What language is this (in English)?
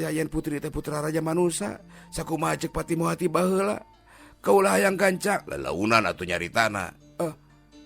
Sundanese